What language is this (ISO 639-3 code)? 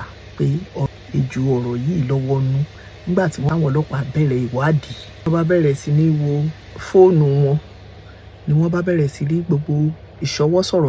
yor